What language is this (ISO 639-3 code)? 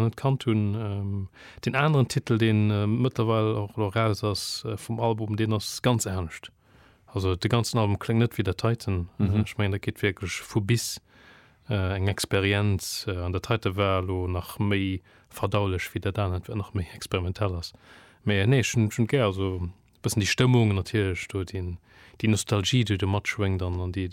ltz